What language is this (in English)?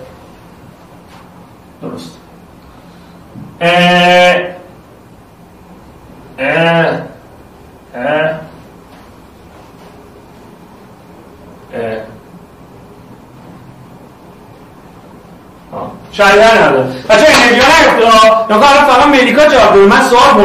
Persian